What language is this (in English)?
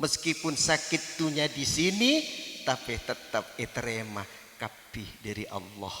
Madurese